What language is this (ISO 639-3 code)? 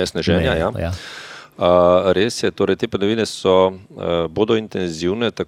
slv